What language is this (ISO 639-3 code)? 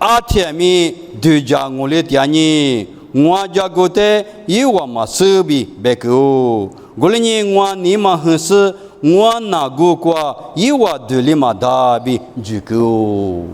lis